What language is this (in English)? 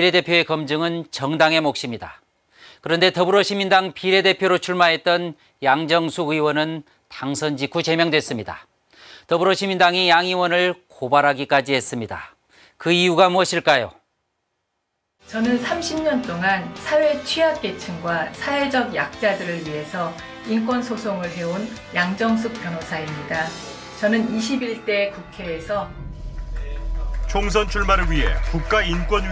Korean